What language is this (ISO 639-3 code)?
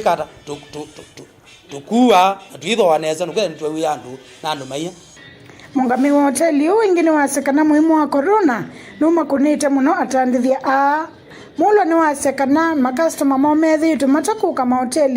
kam